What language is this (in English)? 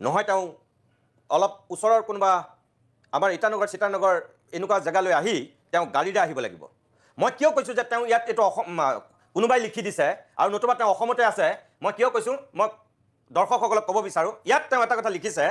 Assamese